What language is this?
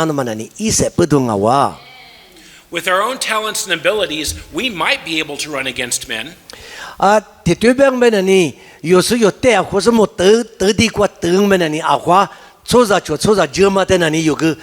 Lisu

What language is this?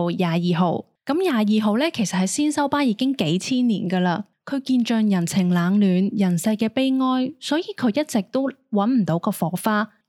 Cantonese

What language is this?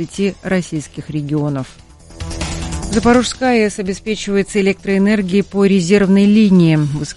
Russian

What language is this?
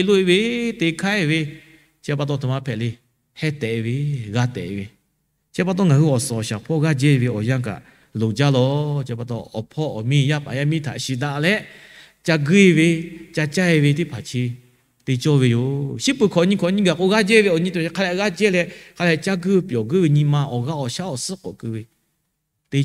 Lahu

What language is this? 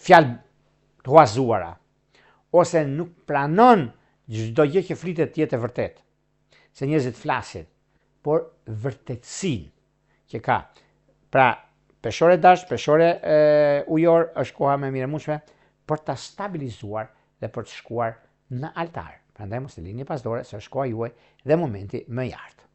Albanian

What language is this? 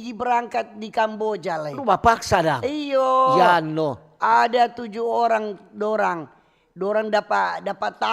Manado Malay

